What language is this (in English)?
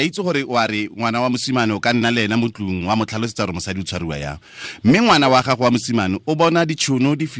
Tswana